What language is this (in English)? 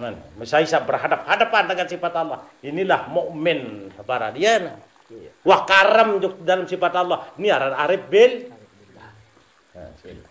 Sasak